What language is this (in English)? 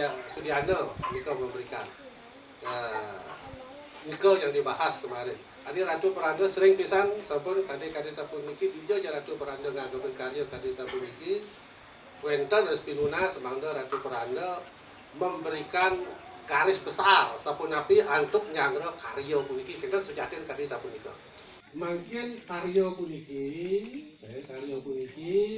Balinese